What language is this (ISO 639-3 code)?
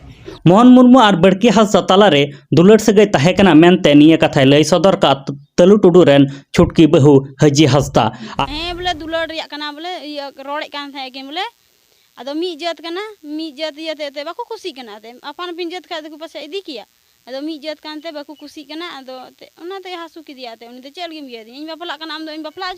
sat